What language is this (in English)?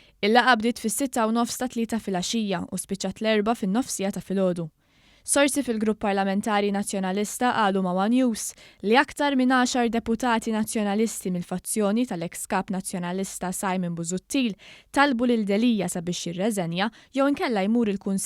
Maltese